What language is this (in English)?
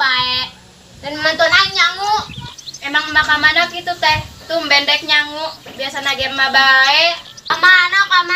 Sundanese